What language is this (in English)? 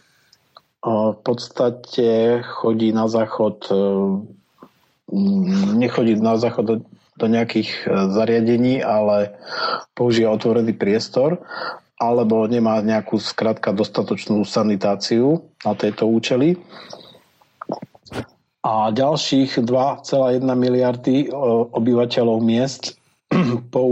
Slovak